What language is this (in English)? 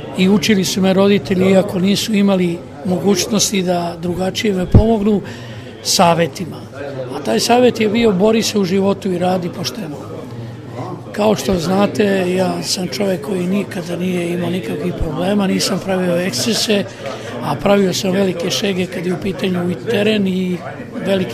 Serbian